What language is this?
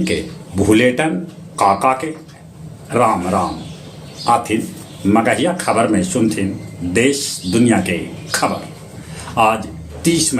Magahi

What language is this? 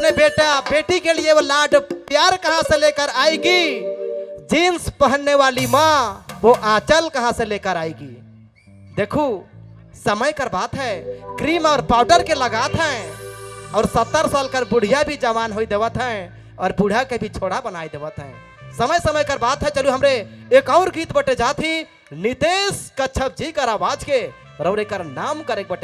Sadri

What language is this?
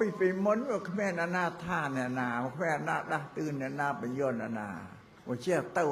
Khmer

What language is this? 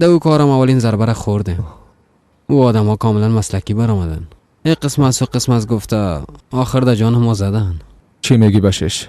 Persian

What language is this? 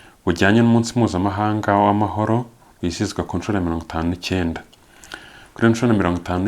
Kinyarwanda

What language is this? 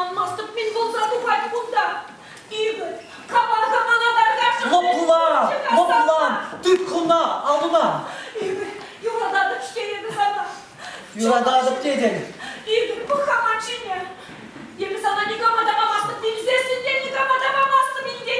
Chuvash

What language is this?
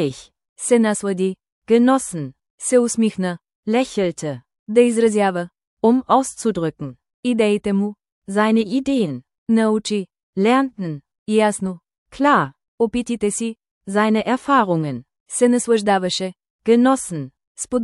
Bulgarian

